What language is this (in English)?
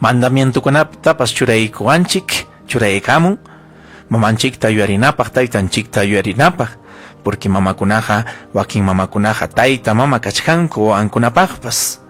Ayacucho Quechua